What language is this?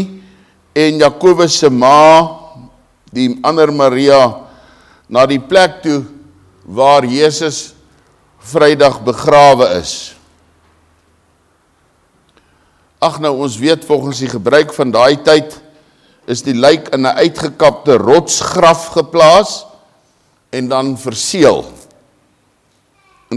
Afrikaans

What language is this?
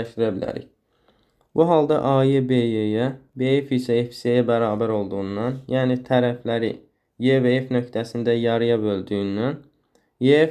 Azerbaijani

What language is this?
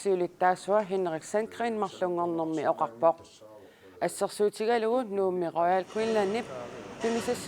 Kalaallisut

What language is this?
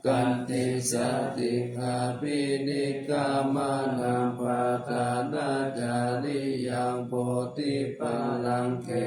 Pali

